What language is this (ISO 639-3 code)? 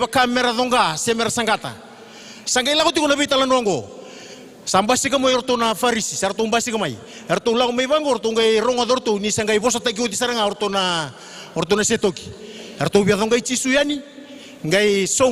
fij